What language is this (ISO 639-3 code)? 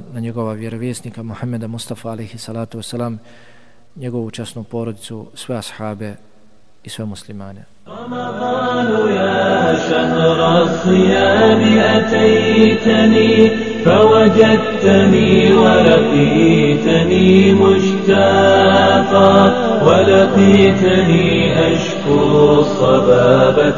bos